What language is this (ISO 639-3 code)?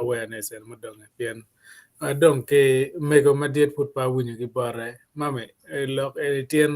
ach